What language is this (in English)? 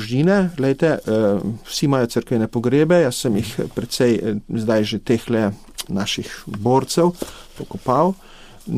Slovenian